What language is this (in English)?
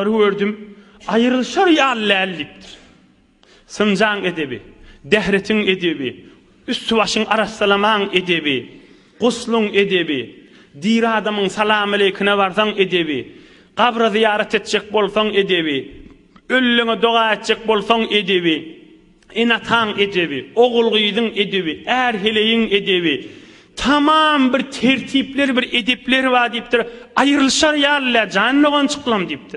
Turkmen